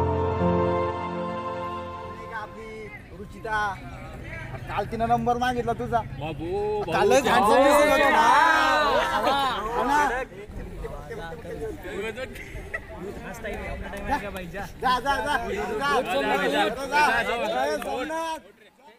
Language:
Marathi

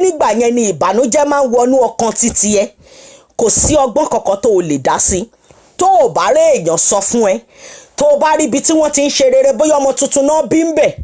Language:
Yoruba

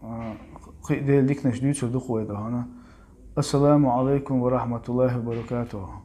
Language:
Chechen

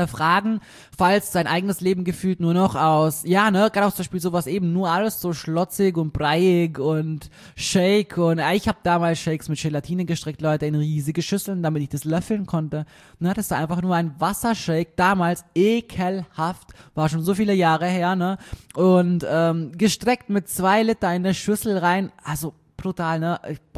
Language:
German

